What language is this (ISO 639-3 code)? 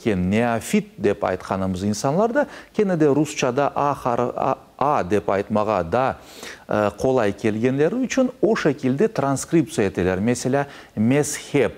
crh